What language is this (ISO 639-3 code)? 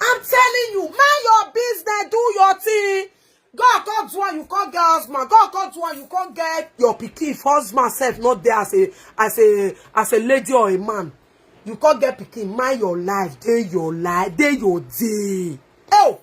pcm